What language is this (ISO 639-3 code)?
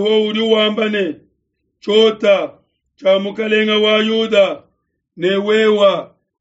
lua